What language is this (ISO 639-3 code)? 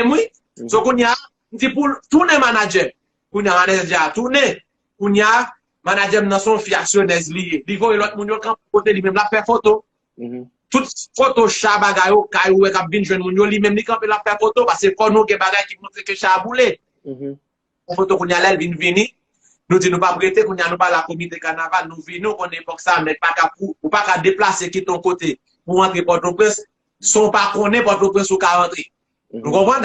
hat